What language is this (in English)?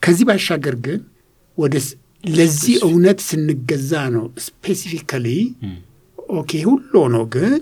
Amharic